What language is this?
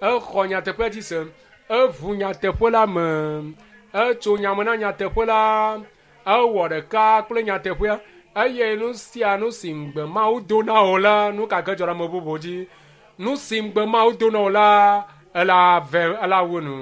Ewe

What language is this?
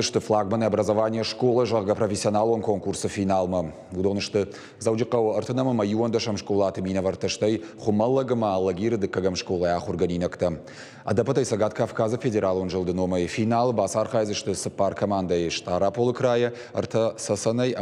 Ossetic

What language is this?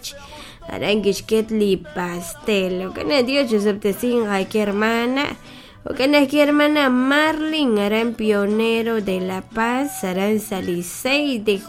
Kekchí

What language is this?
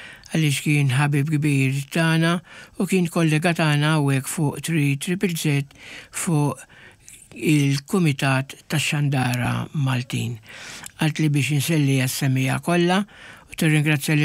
Maltese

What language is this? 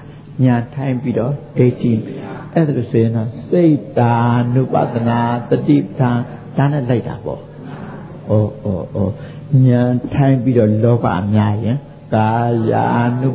Burmese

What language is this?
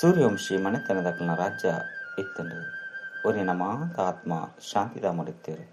Tulu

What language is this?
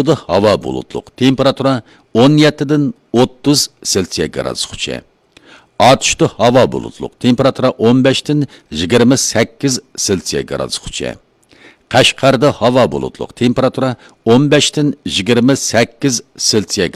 Uyghur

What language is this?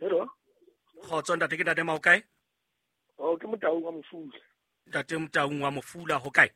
Southern Sotho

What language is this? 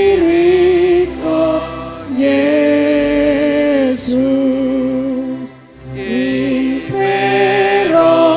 Batak Simalungun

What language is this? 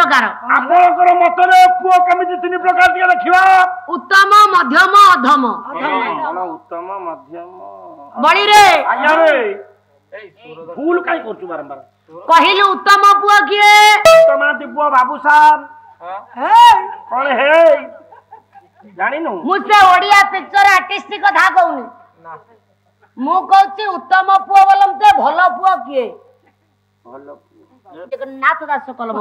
Odia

